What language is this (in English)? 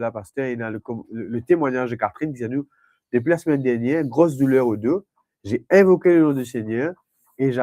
Morisyen